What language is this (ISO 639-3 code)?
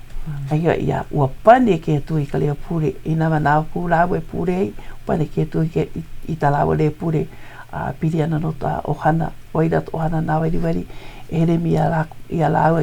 haw